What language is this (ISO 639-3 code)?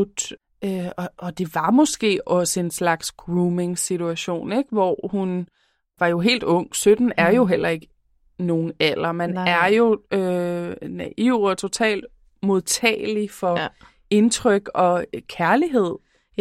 dan